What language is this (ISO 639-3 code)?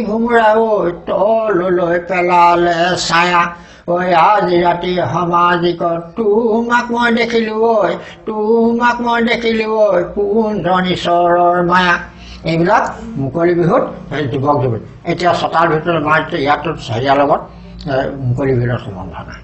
asm